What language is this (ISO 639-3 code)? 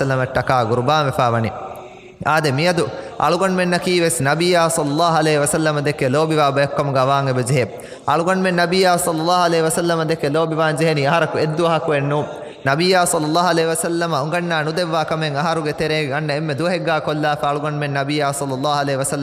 div